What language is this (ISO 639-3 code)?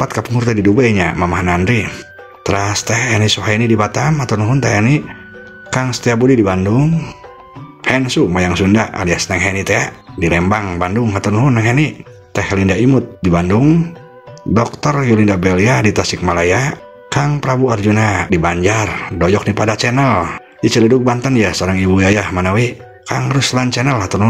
sun